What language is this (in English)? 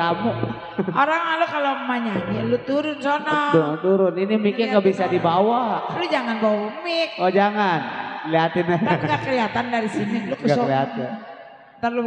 Betawi